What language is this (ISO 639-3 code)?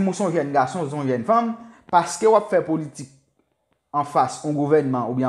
hat